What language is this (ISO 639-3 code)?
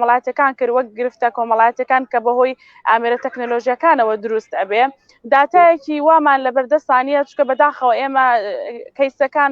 ckb